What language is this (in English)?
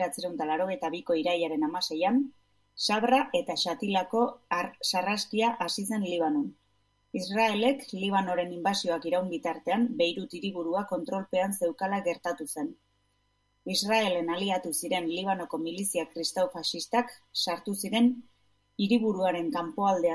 Basque